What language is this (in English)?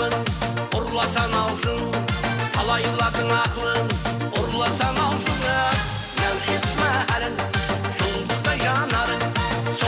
Kara-Kalpak